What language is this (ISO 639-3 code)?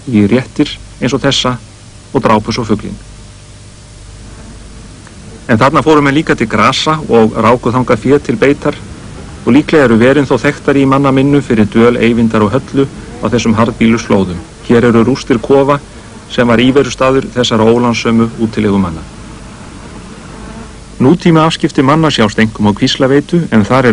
isl